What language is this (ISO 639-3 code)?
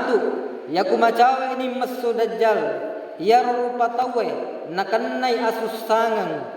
bug